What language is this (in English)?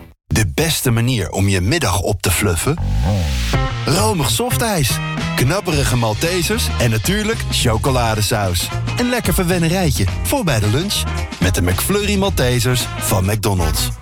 Dutch